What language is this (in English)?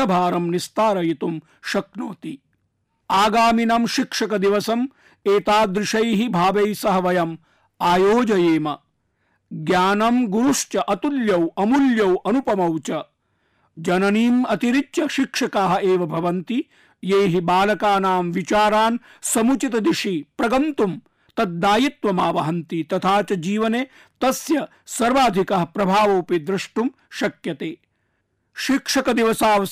Sanskrit